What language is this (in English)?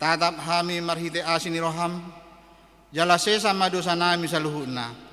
Batak Toba